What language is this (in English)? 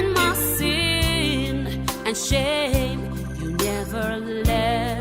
Papiamento